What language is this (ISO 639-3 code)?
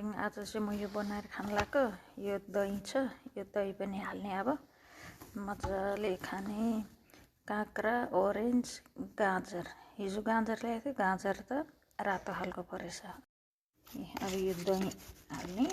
nep